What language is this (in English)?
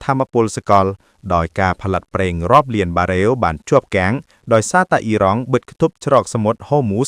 Khmer